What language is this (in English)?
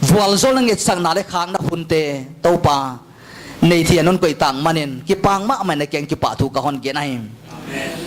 Paite Chin